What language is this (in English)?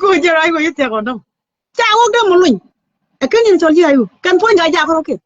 Nuer